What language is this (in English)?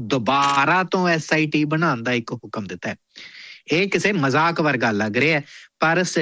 Punjabi